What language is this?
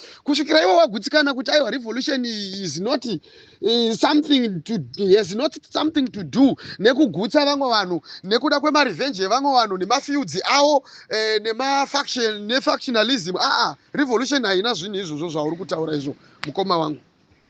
Shona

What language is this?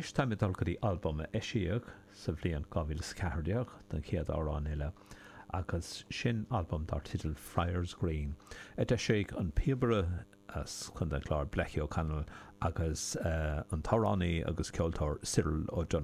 Irish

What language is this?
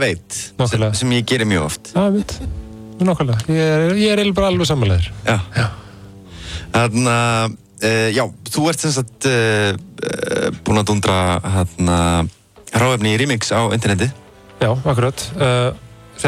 Icelandic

